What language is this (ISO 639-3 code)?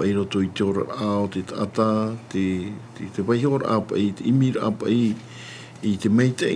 tah